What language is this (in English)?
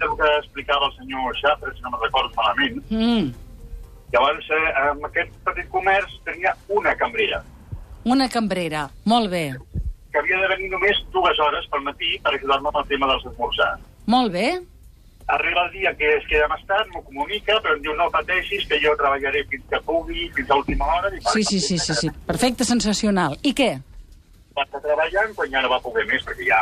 Catalan